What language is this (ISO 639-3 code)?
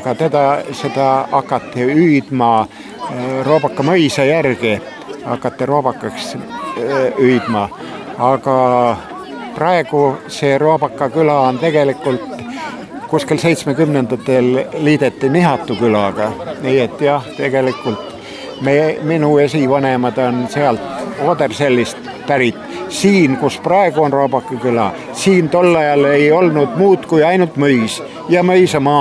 est